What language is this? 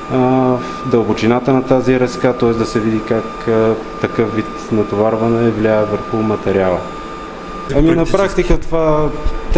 Bulgarian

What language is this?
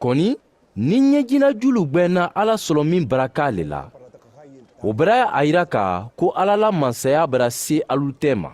Mandingo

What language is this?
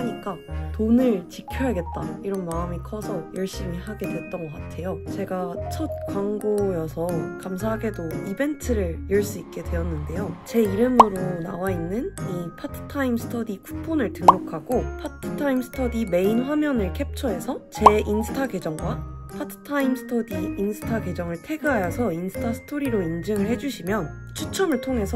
Korean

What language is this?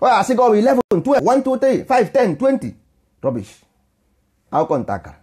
Igbo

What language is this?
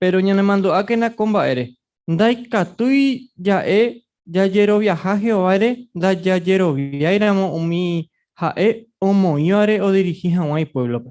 Guarani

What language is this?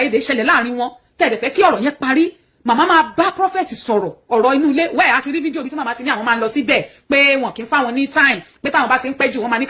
Yoruba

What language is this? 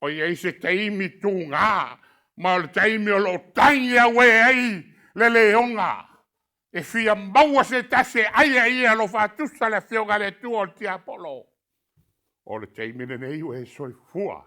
Samoan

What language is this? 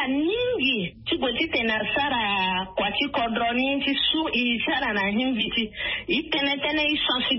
Sango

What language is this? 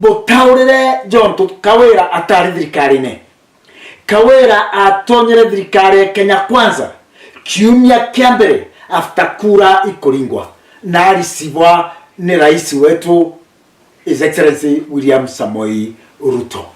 Meru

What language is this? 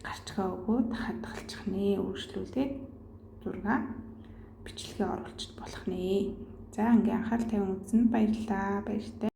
Mongolian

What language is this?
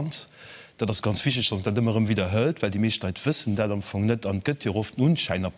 Luxembourgish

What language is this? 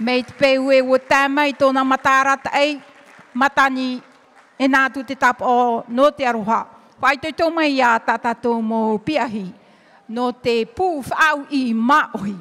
Tahitian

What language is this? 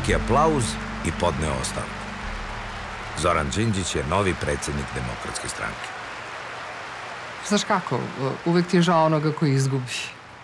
Serbian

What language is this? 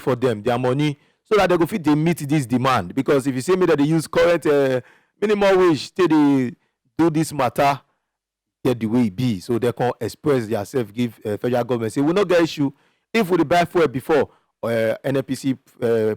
Nigerian Pidgin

